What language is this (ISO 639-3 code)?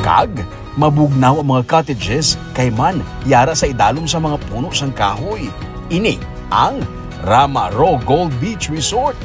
hil